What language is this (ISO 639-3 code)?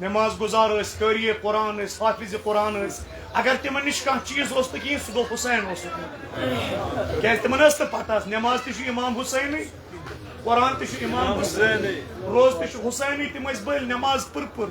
kas